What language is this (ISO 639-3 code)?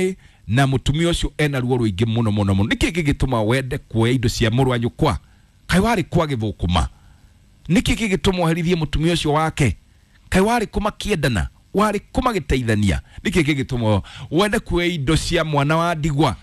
kik